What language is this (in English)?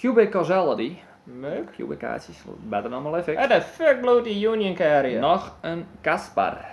Western Frisian